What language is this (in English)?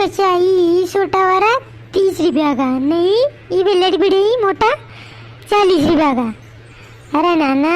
Rajasthani